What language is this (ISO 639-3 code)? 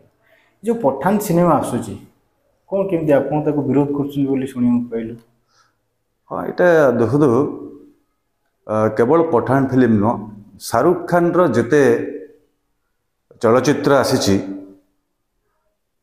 ori